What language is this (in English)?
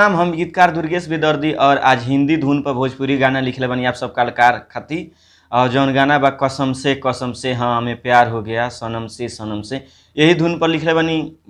Bhojpuri